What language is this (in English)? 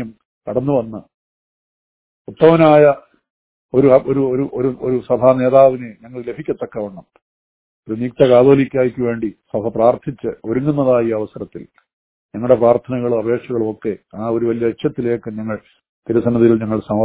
Malayalam